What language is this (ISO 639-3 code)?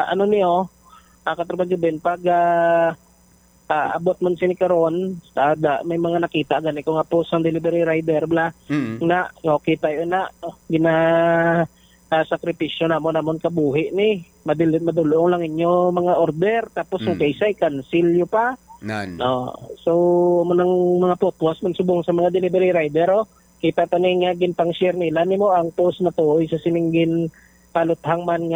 hil